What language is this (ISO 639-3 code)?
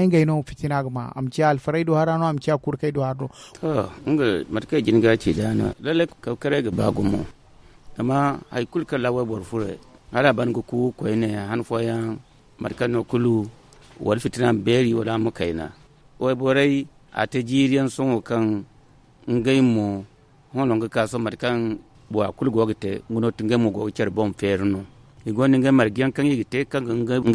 dje